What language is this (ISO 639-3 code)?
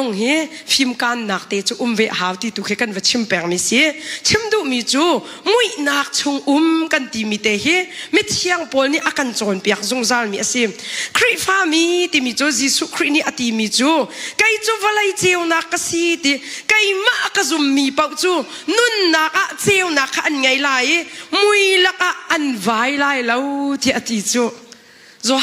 cnh